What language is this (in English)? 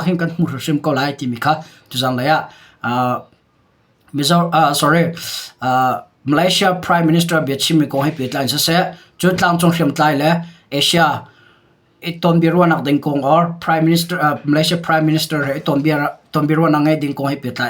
Hakha Chin